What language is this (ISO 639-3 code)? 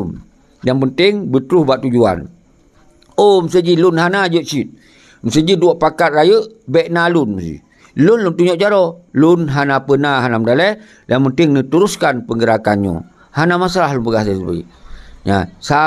ace